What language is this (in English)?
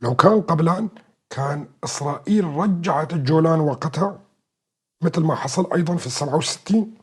North Levantine Arabic